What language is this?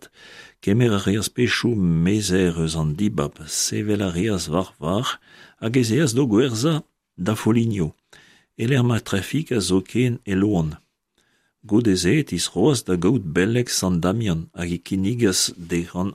Breton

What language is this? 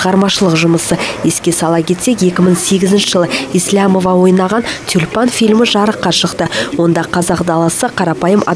Kazakh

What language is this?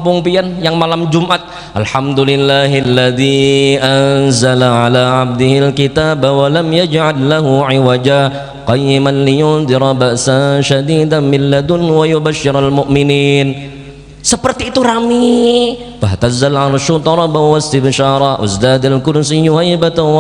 Banjar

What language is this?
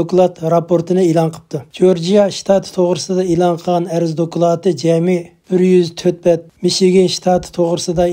Uyghur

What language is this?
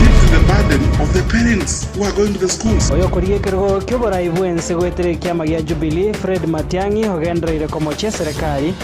Gusii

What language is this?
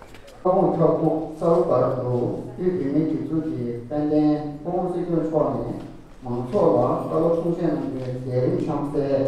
Tibetan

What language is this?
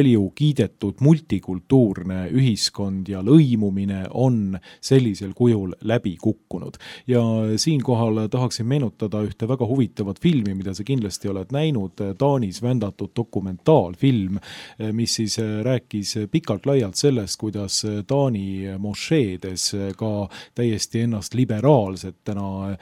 Estonian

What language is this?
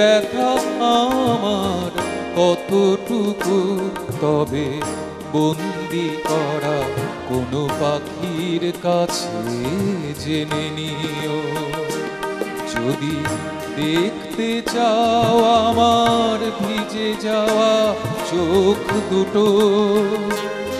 Bangla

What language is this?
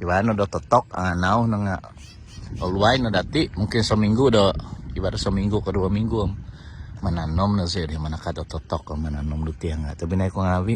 Central Dusun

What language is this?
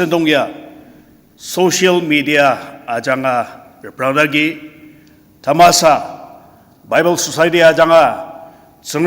Ao Naga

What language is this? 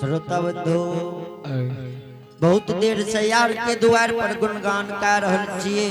Angika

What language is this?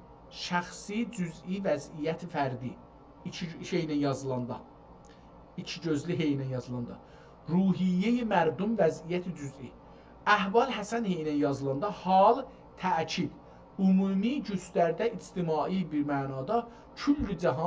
South Azerbaijani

